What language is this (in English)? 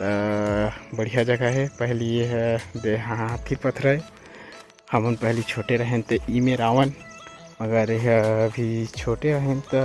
Chhattisgarhi